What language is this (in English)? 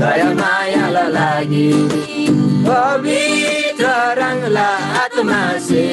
Eastern Tamang